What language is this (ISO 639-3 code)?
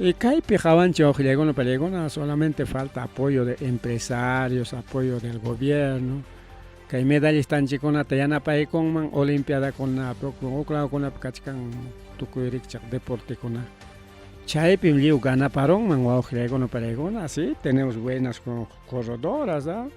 quy